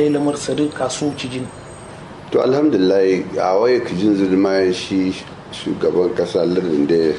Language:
Kanuri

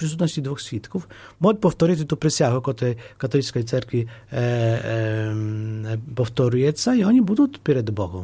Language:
Polish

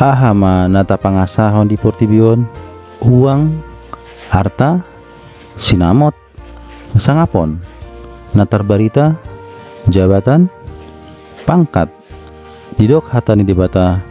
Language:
Batak Toba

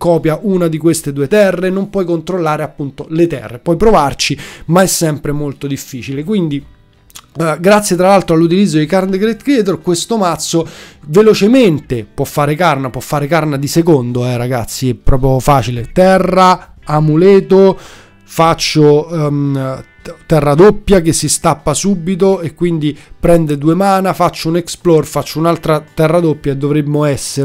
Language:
Italian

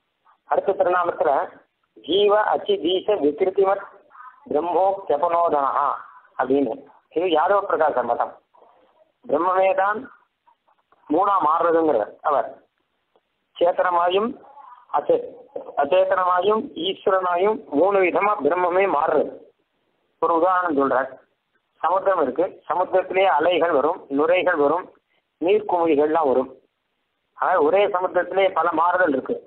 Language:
Tamil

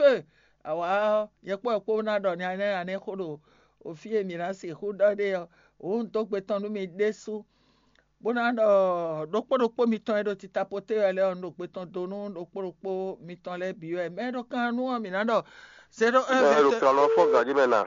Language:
Fon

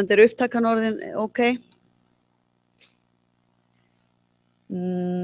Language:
Icelandic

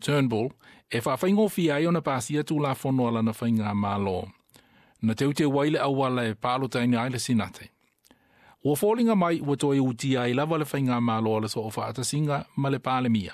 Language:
Samoan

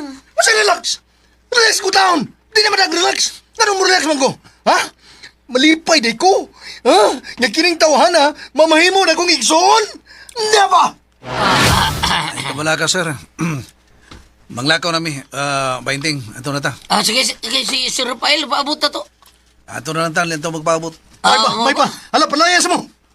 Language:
Cebuano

